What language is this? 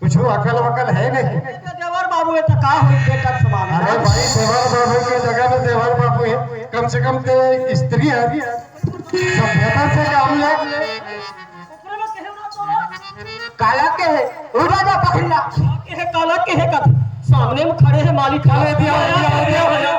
Chhattisgarhi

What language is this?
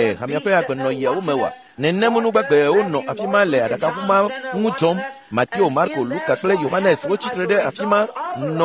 Ewe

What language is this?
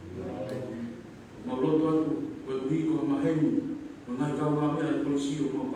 Tongan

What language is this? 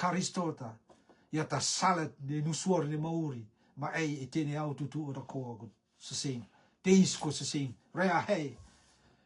Rotuman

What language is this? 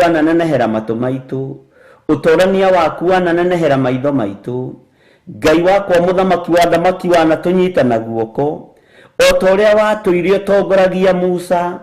Kikuyu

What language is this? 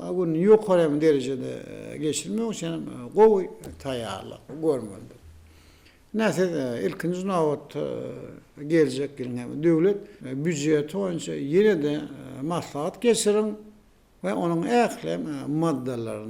Turkmen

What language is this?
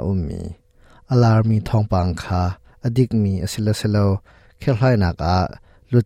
Hakha Chin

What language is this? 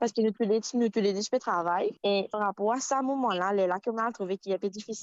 Morisyen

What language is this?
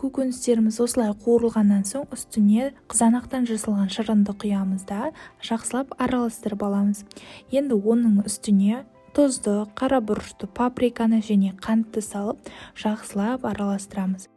Kazakh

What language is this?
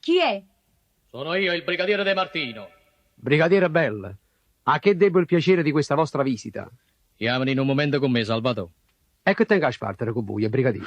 Neapolitan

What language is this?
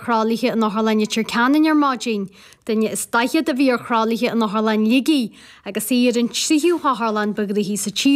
Irish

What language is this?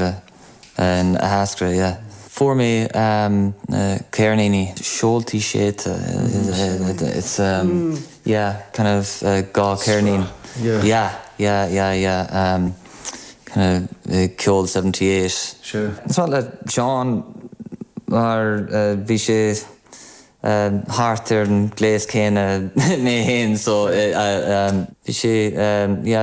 Irish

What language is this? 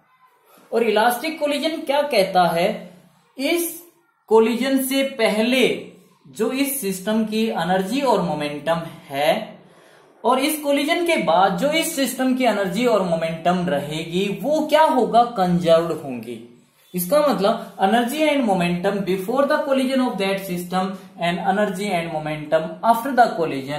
Hindi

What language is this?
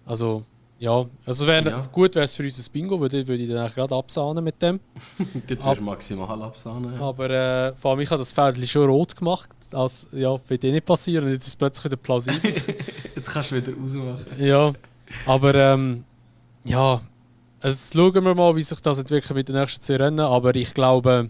Swiss German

